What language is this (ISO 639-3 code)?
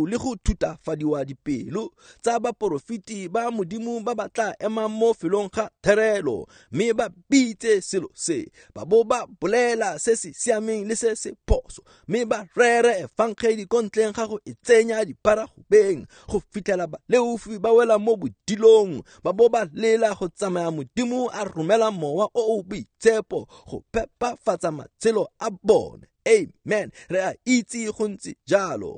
tsn